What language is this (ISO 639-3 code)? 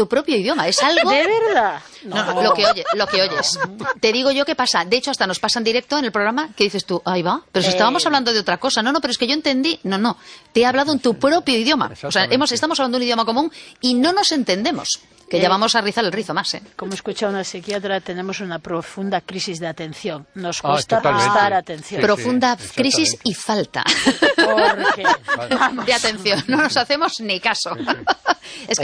spa